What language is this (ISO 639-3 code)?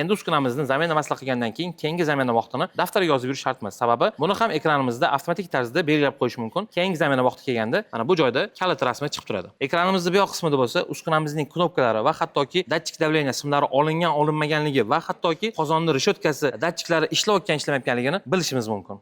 uzb